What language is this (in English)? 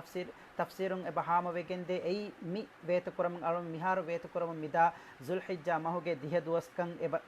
Divehi